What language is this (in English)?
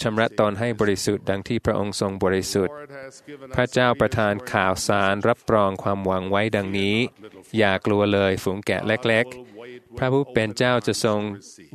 Thai